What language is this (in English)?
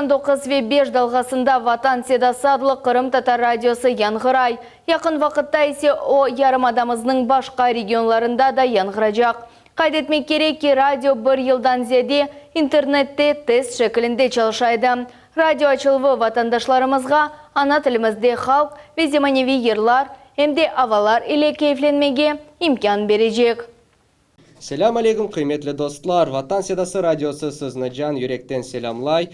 Crimean Tatar